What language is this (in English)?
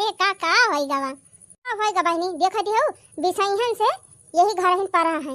Awadhi